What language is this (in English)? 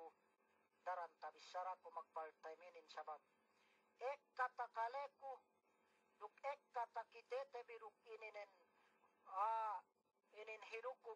Yakan